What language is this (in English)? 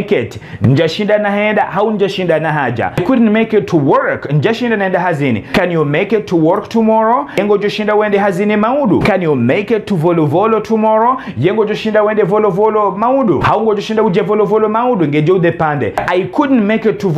Ngazidja Comorian